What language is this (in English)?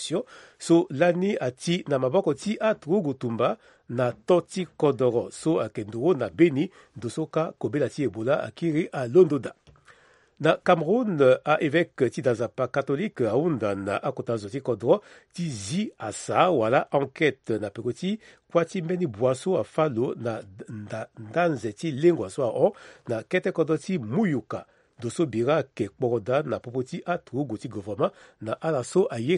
Sango